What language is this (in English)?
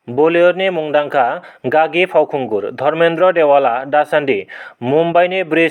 Bodo